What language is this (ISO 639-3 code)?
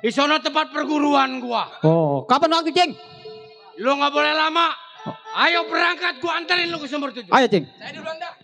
bew